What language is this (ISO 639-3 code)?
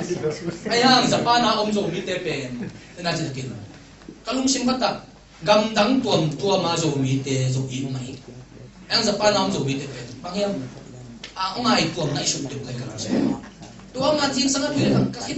ctd